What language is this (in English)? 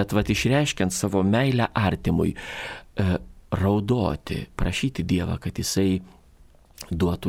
Lithuanian